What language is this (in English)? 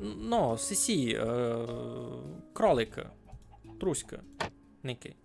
Rusyn